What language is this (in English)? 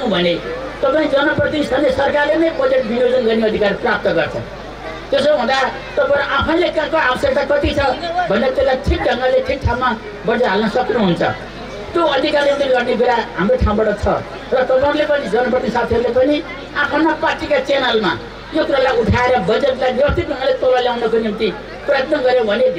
Nepali